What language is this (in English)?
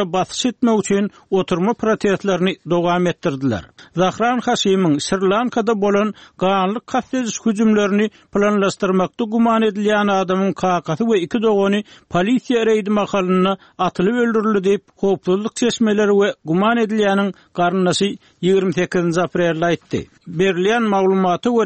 Turkmen